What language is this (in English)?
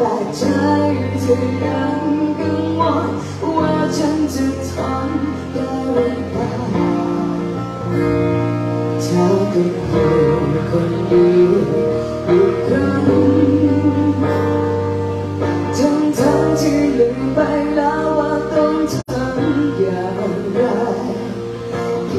Thai